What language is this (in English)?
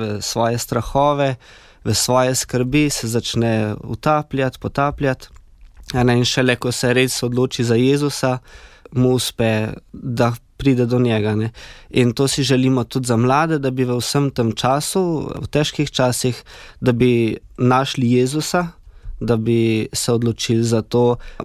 Slovenian